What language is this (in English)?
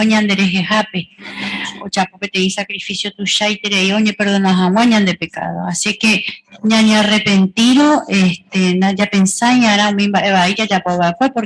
Guarani